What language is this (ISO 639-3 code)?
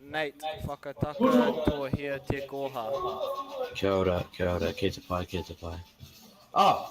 mri